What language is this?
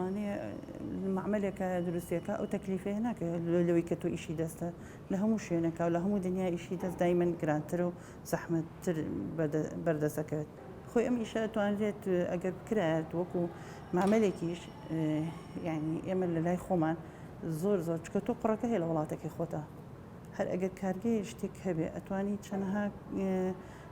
Central Kurdish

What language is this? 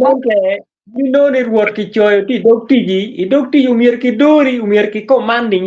Acoli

